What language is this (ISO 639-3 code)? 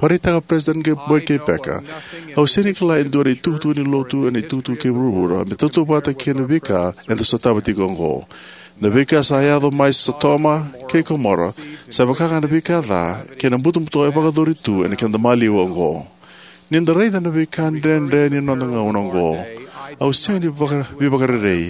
fij